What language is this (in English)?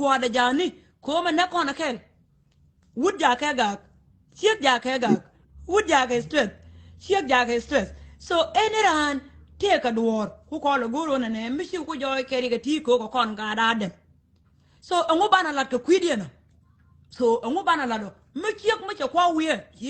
Nuer